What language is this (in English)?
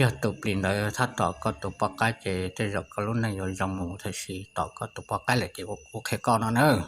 Hmong